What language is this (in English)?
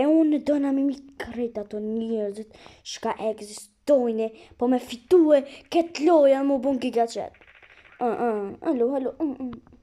Albanian